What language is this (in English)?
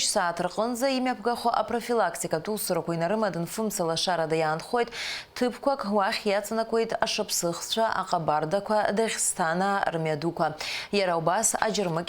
Abkhazian